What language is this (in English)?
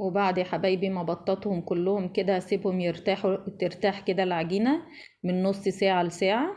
Egyptian Arabic